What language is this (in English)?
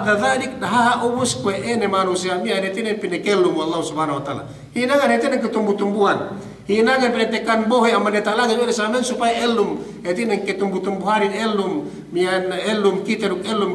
Yakan